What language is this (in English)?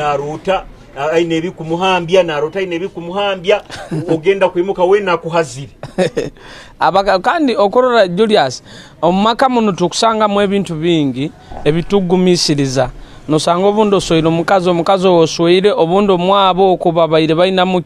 Nyoro